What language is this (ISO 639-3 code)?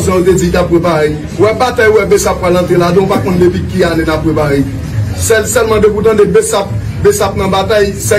hat